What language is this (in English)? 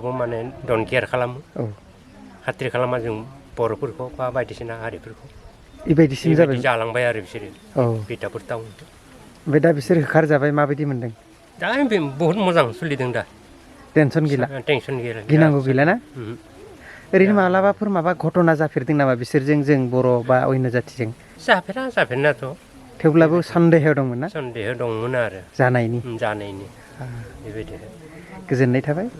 Bodo